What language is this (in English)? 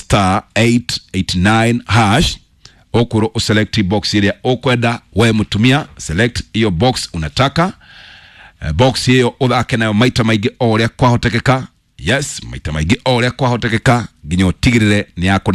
Kikuyu